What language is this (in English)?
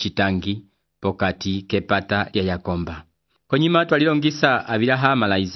Umbundu